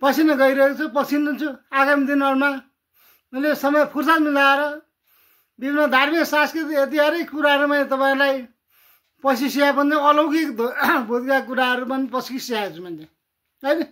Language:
Nepali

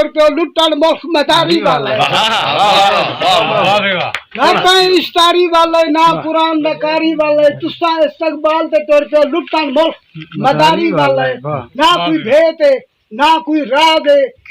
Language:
Saraiki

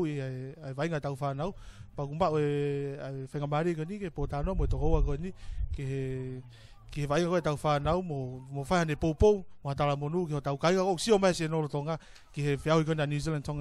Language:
Tongan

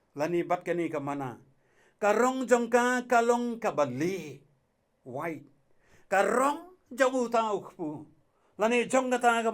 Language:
Khasi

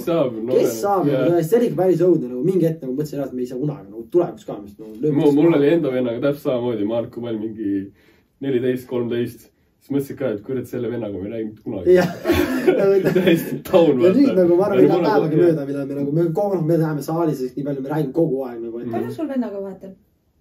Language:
Estonian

